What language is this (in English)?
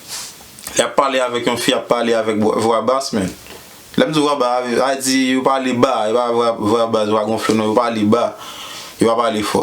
Haitian Creole